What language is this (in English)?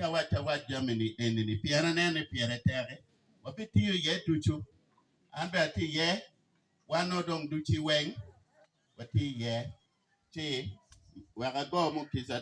Acoli